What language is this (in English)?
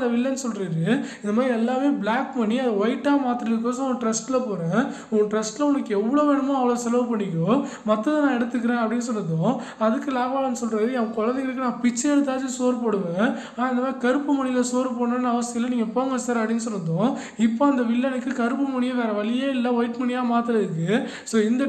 Tamil